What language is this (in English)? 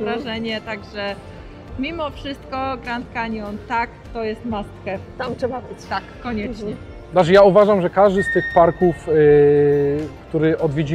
Polish